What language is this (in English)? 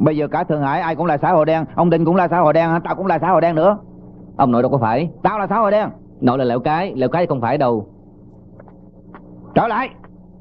Vietnamese